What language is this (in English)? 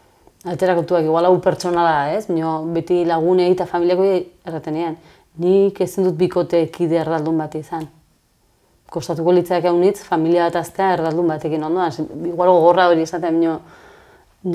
Basque